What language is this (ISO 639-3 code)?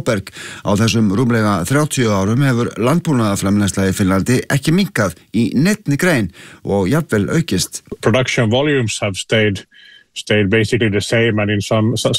isl